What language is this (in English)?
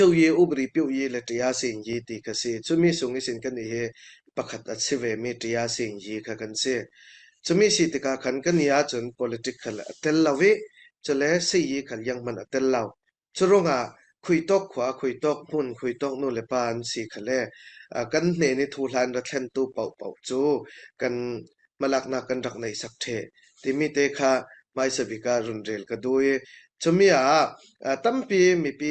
Falam Chin